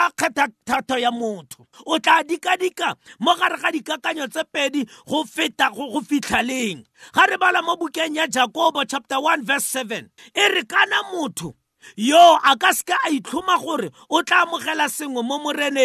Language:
Tswana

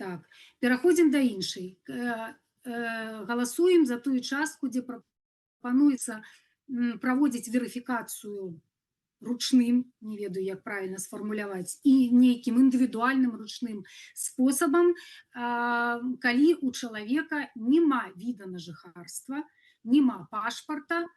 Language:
Belarusian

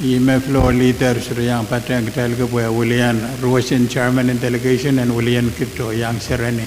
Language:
Pohnpeian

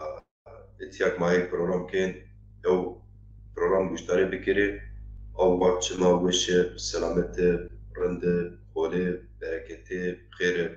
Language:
Zaza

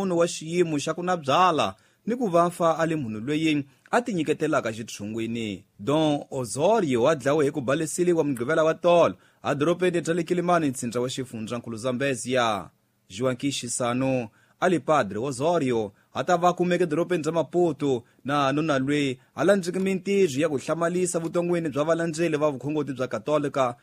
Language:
Tsonga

